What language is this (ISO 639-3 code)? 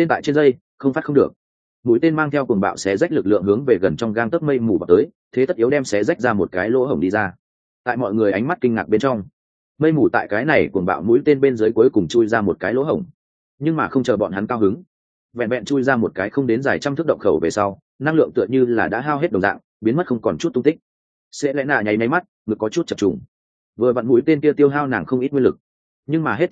vie